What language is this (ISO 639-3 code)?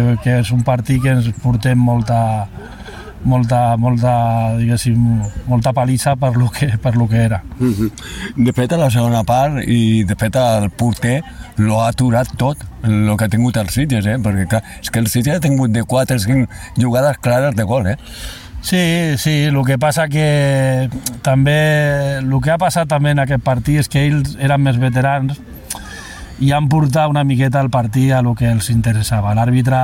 cat